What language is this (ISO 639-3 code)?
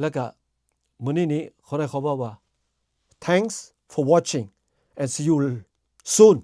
lao